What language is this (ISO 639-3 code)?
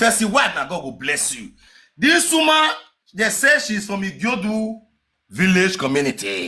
pcm